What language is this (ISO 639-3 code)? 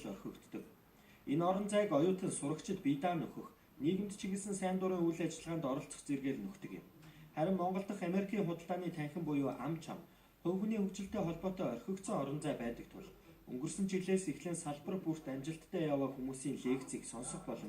mon